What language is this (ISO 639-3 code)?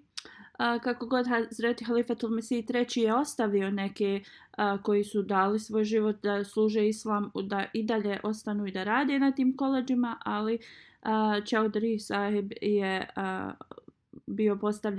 bos